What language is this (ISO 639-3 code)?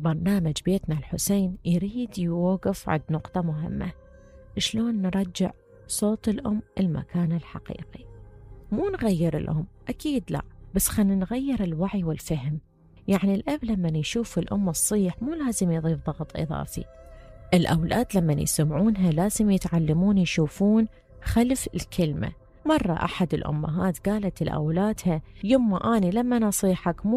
acm